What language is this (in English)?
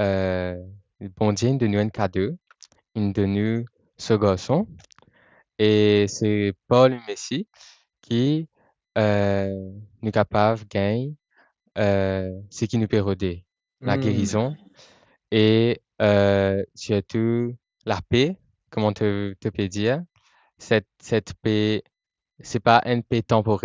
Morisyen